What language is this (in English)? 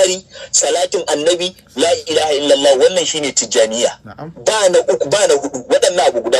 Hausa